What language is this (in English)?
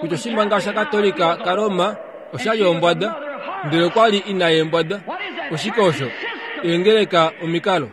Kuanyama